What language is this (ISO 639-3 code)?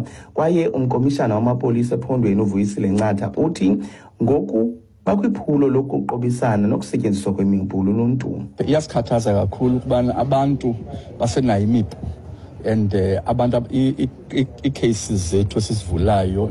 xho